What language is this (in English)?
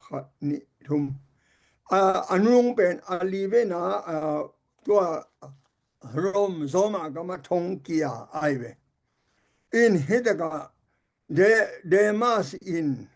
Tedim Chin